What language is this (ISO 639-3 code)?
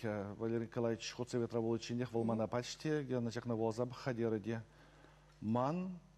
chv